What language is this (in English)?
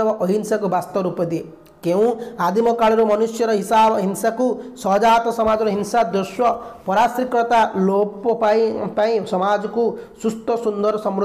Odia